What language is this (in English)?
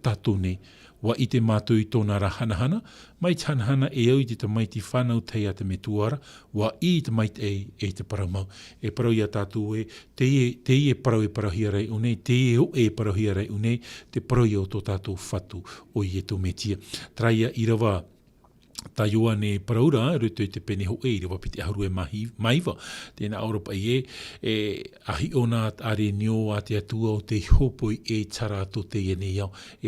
Tahitian